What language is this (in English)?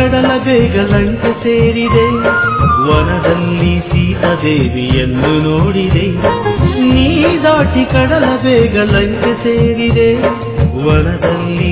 Kannada